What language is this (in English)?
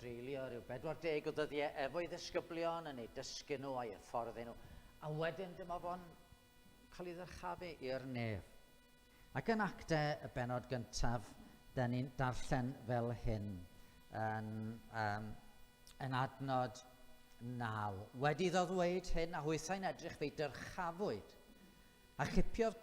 Welsh